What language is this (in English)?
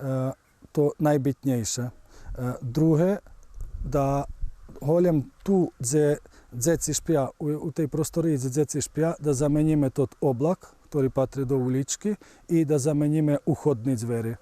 Rusyn